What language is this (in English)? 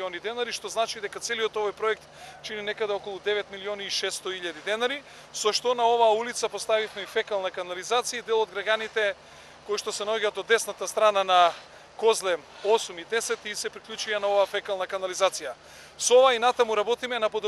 Macedonian